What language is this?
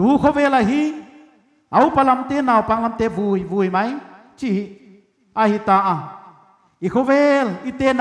Paite Chin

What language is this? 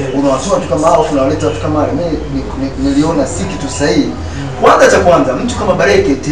Swahili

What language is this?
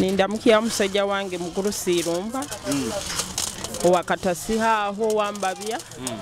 Nyoro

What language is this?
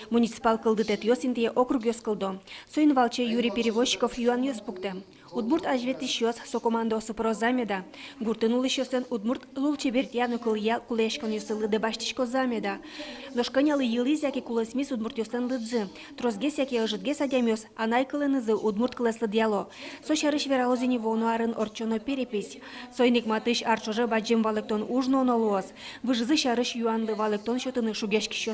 Udmurt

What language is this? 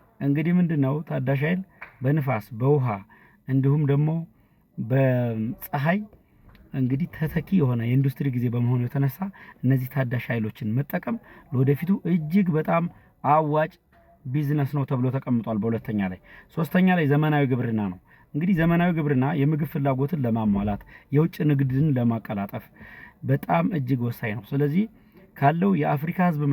Amharic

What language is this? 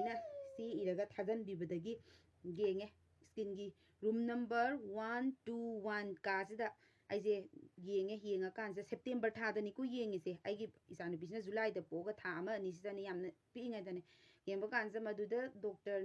Manipuri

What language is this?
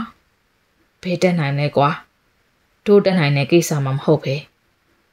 Burmese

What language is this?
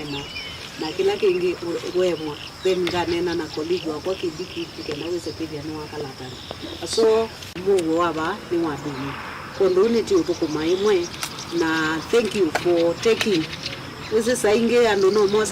Kamba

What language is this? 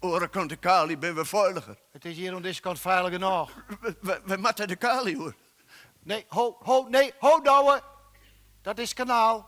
Western Frisian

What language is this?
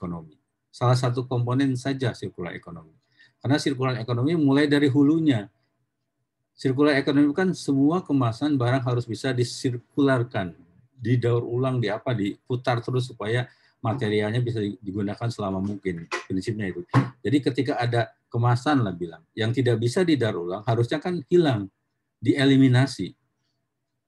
Indonesian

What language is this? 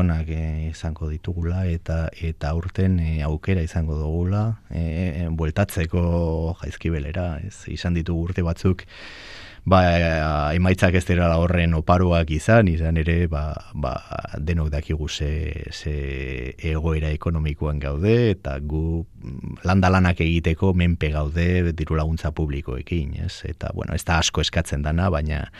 Basque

